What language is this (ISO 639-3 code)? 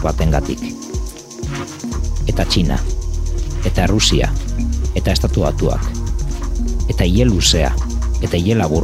eus